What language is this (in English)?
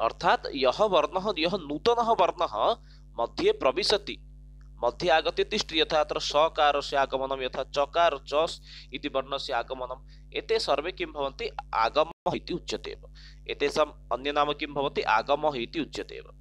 Sanskrit